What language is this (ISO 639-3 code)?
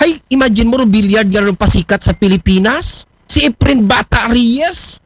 akl